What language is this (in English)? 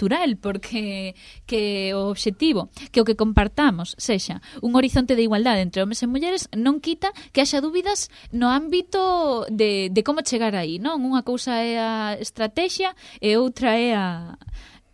Galician